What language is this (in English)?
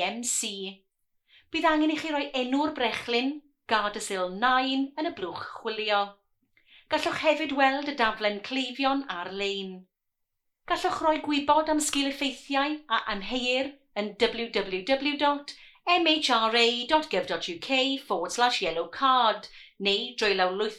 Welsh